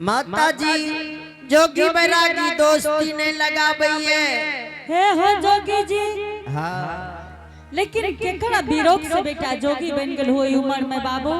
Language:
Angika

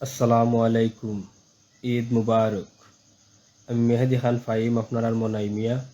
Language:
Sylheti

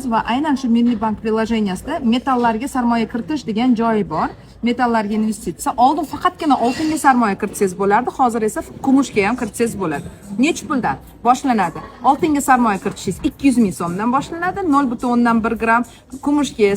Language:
Uzbek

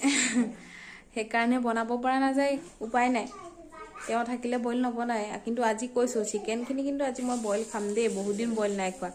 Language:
Assamese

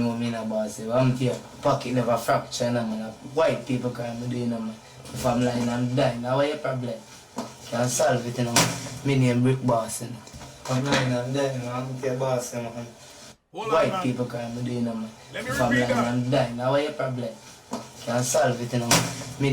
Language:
Jamaican Creole English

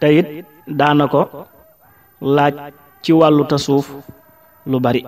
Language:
Wolof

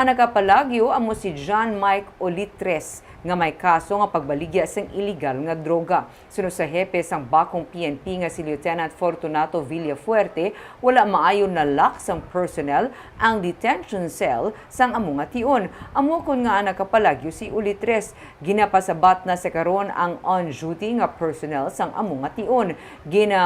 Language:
Hiligaynon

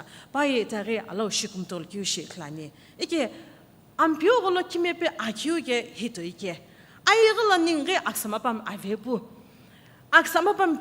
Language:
Sumi Naga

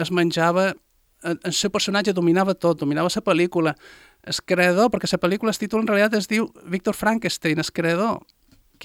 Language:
Catalan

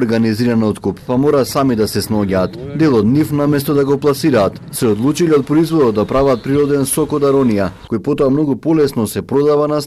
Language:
Macedonian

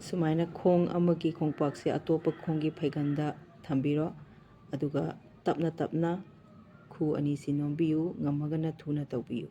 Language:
Manipuri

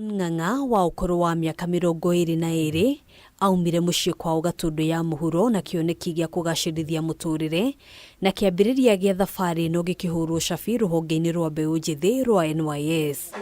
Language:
Kikuyu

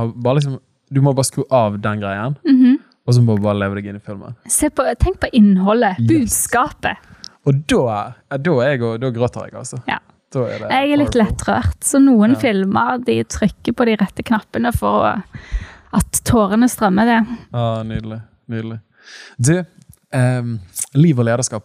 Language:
Norwegian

